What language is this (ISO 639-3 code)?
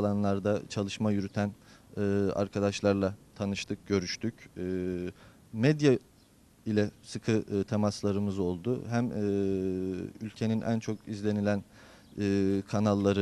tur